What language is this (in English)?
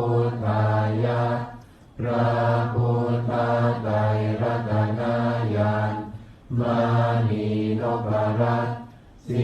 Pali